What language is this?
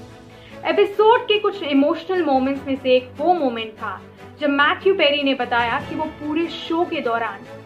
Hindi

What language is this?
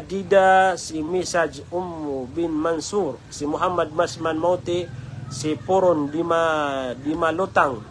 Maranao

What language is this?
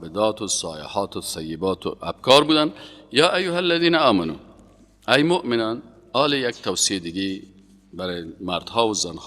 Persian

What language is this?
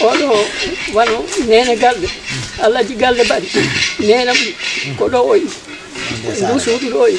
Fula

